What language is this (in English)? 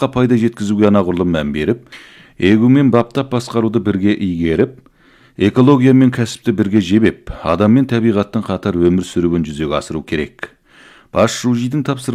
Kazakh